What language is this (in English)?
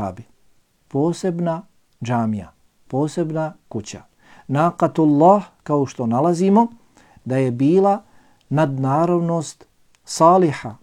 Bosnian